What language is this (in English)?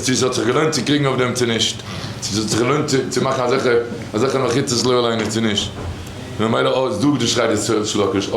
Yiddish